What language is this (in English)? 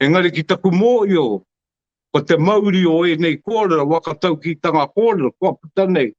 Māori